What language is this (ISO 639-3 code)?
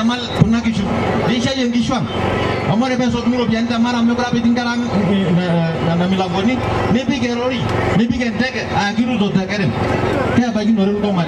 mas